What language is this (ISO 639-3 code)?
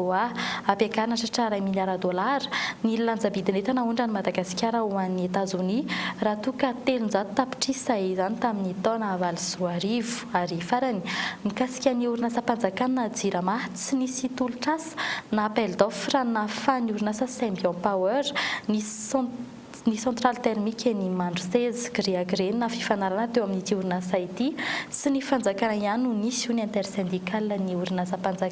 mlg